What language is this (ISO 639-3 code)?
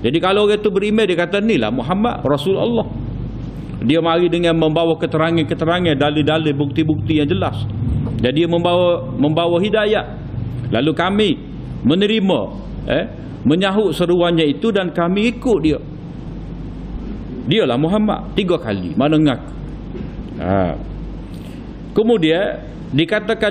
msa